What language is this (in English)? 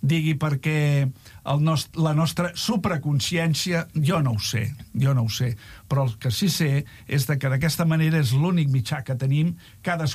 Catalan